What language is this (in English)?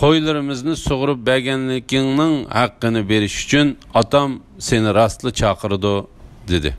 Uyghur